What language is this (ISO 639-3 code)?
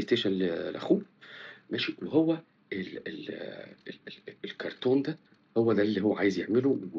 arz